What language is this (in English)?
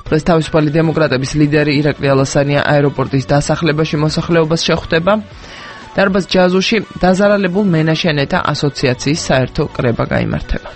Georgian